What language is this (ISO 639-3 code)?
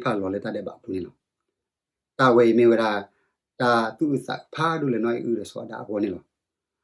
ksw